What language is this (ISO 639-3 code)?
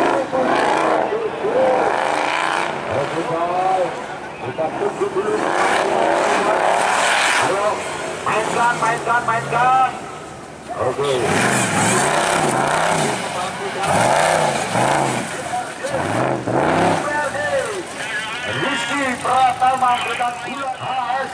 ind